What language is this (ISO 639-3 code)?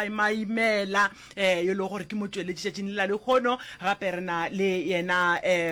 nso